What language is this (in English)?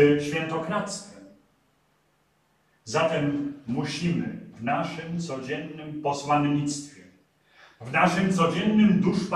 Polish